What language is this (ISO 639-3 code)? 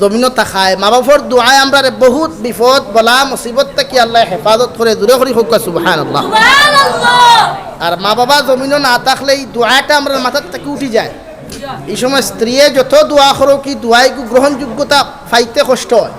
syl